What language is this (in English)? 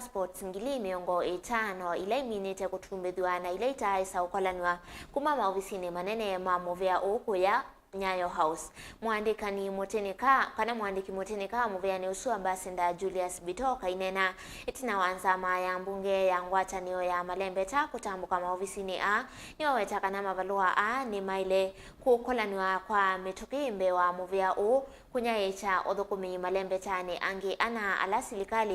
Kamba